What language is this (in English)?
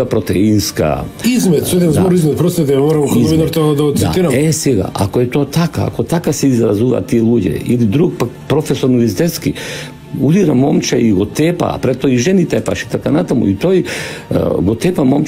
Macedonian